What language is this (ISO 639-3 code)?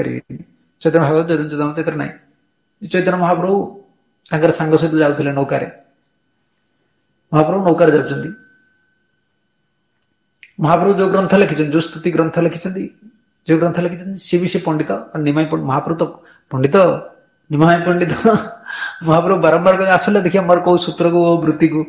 ori